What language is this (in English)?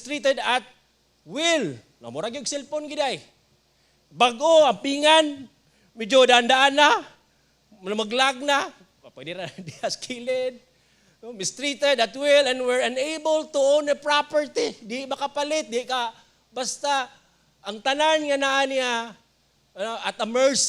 Cebuano